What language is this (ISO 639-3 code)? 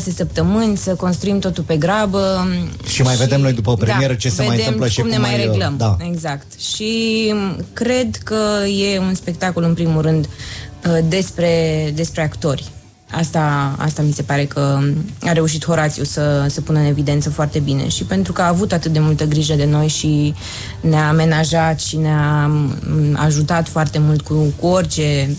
ron